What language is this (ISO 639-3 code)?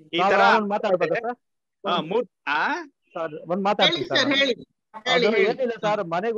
kan